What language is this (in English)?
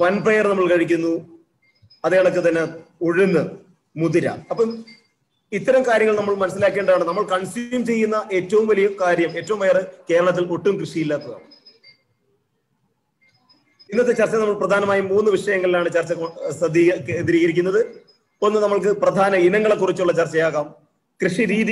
Malayalam